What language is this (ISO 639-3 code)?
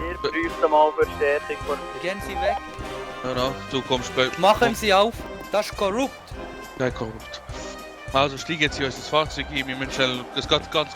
gsw